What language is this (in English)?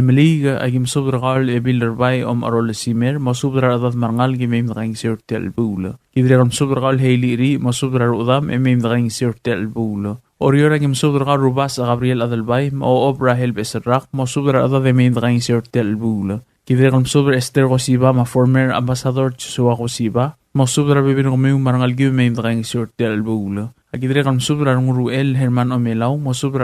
Palauan